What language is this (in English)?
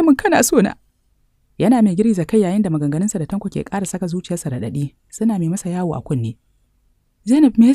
Hausa